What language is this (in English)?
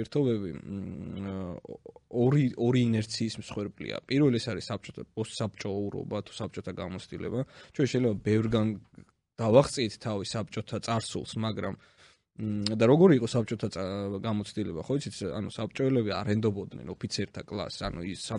Georgian